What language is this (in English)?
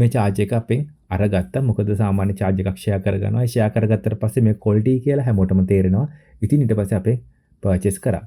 Sinhala